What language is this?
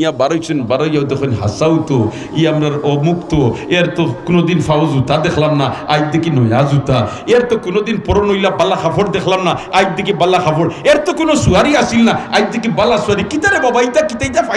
Sylheti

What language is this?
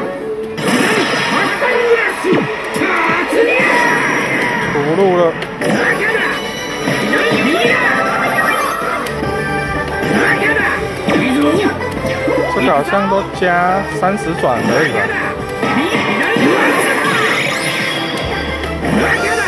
Chinese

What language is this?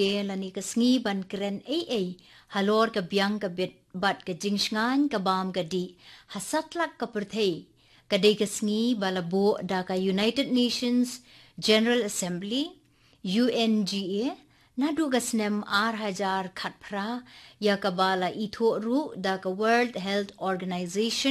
Khasi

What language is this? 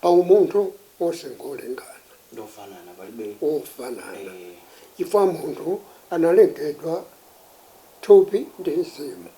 Nyanja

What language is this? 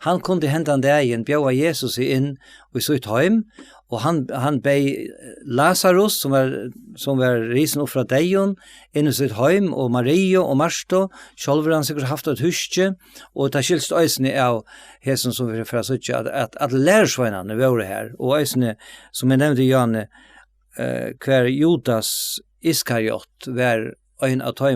Faroese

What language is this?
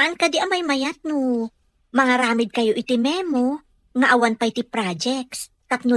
Iloko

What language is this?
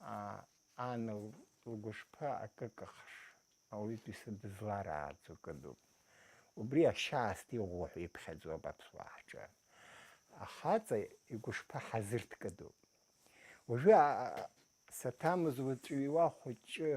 Abkhazian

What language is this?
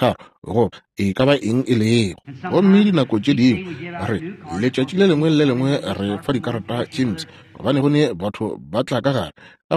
Northern Sotho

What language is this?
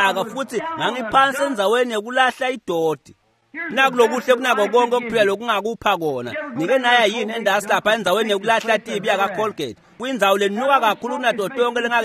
Swati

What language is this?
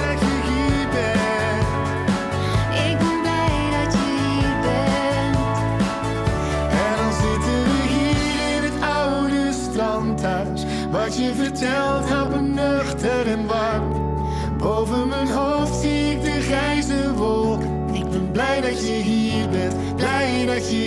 Dutch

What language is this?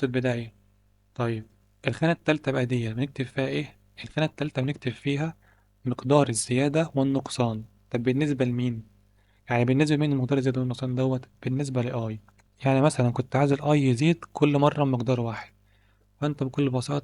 Egyptian Arabic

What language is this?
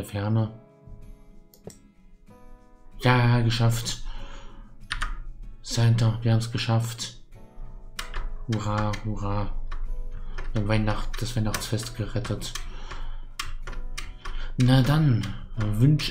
German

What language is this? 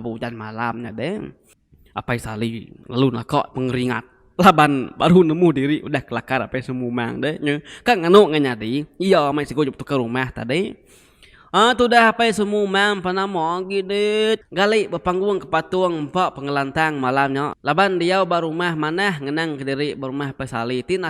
Iban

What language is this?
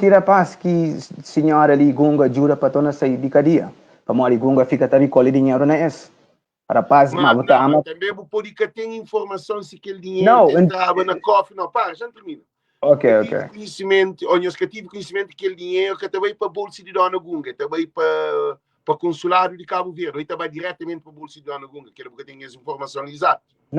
Kabuverdianu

